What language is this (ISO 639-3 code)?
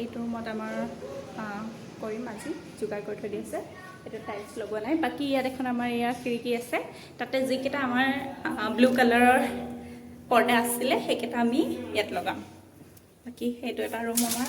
asm